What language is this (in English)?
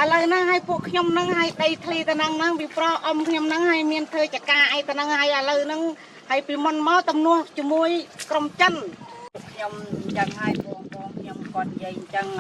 Khmer